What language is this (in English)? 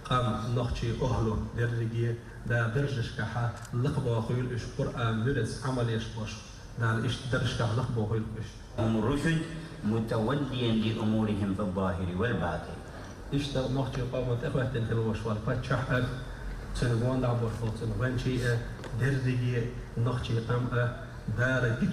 Chechen